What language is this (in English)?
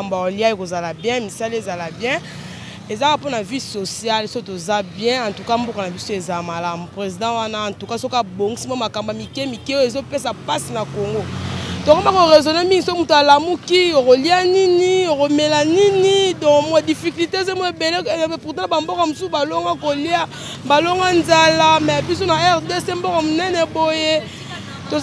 Lingala